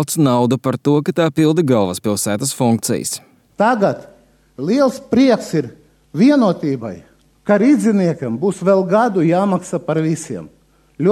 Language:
Latvian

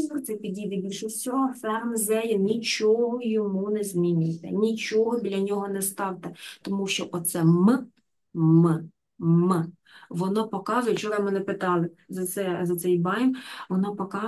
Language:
Ukrainian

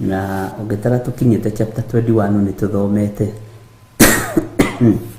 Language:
Kikuyu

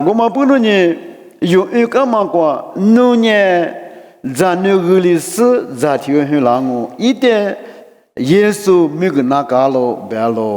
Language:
Lisu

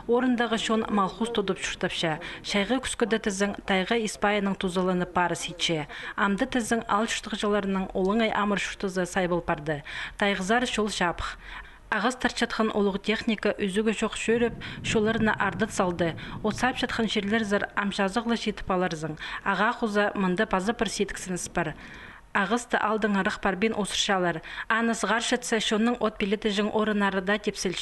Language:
Khakas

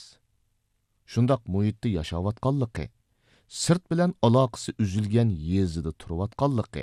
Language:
Uyghur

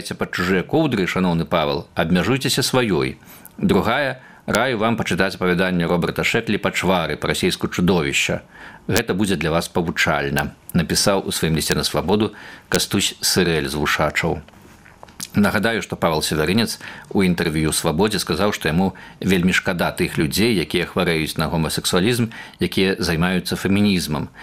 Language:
Belarusian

